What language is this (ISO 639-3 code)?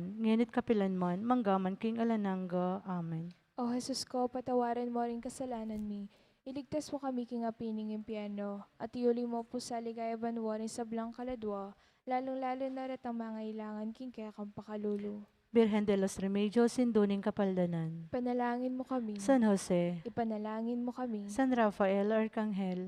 pam